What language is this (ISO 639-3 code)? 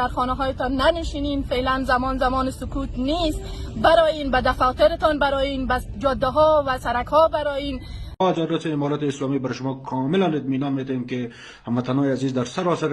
fas